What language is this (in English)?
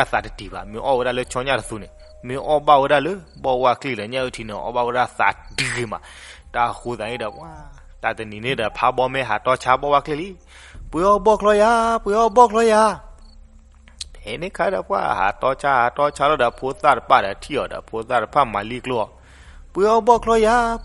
S'gaw Karen